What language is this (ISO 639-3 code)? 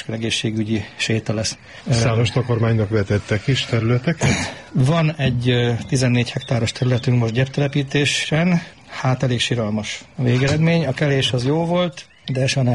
hun